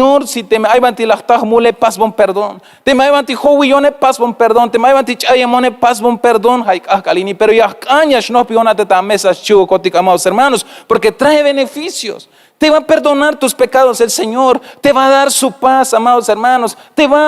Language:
Tzeltal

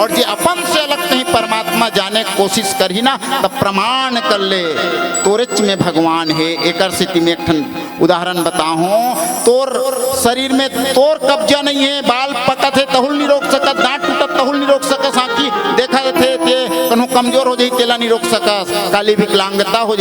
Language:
Chhattisgarhi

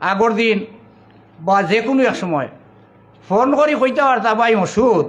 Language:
Sylheti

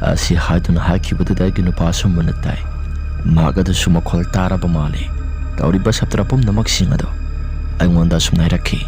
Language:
Manipuri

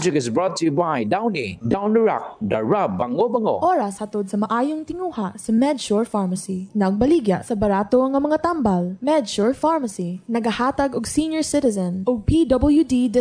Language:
Cebuano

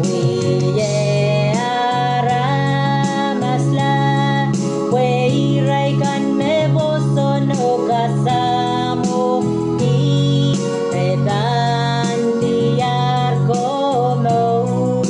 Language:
Pohnpeian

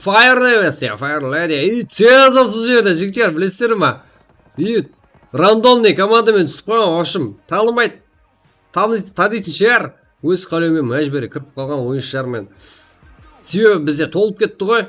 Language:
Kara-Kalpak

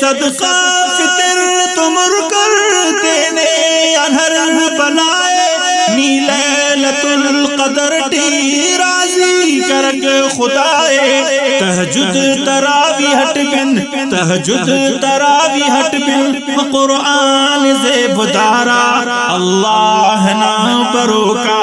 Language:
Brahui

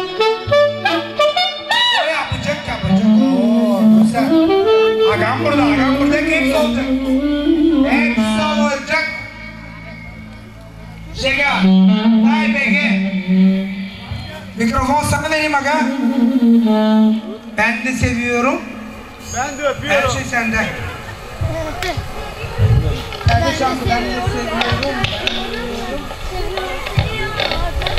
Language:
Turkish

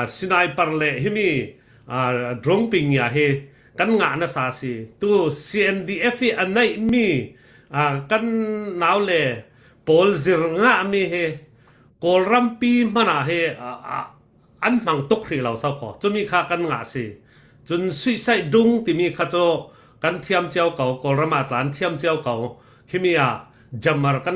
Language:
Falam Chin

